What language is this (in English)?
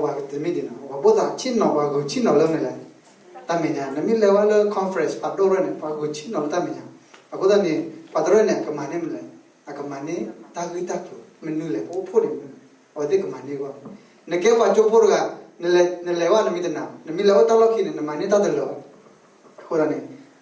S'gaw Karen